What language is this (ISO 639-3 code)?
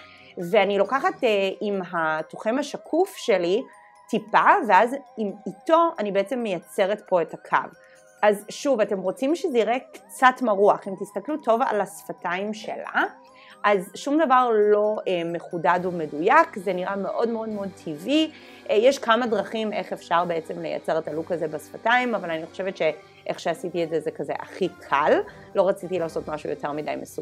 heb